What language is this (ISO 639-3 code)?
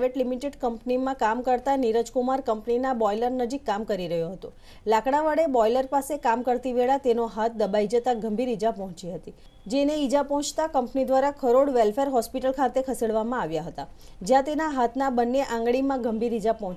guj